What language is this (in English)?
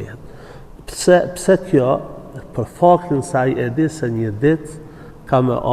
Albanian